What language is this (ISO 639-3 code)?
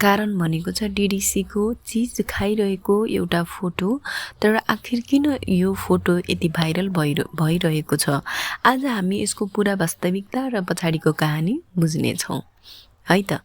nep